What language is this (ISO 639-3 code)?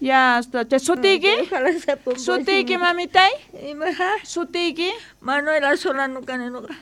quh